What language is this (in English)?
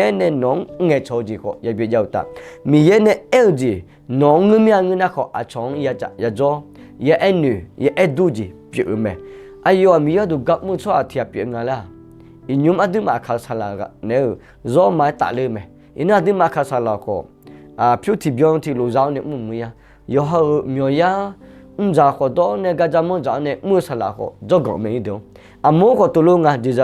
Akha